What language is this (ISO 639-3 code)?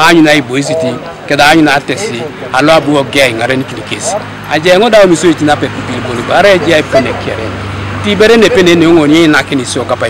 teo